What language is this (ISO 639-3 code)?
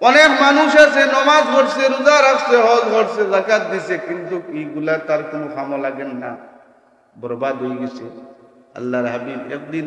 syl